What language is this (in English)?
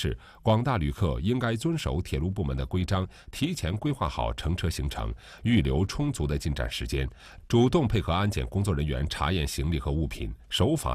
Chinese